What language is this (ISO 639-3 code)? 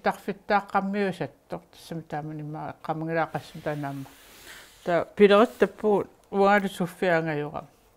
kal